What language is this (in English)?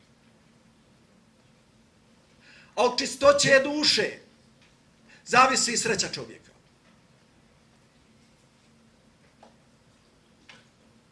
Croatian